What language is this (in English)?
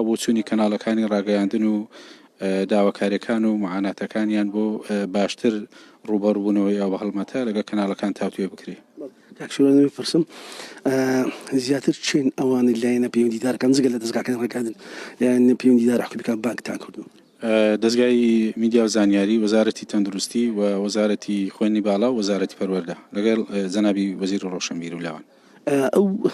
Central Kurdish